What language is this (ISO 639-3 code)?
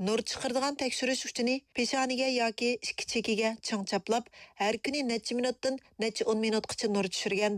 uig